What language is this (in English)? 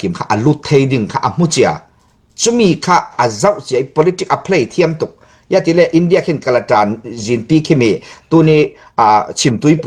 Falam Chin